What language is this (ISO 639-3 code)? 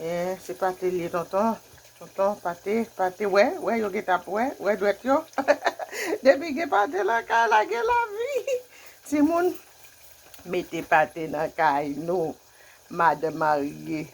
hat